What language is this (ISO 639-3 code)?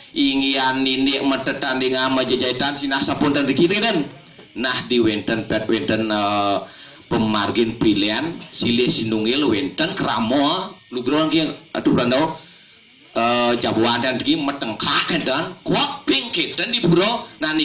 ban